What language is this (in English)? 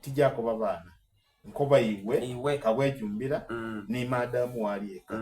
Soga